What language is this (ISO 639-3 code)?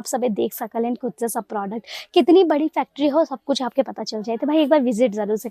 bho